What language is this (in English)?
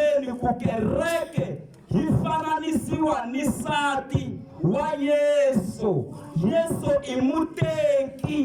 Tsonga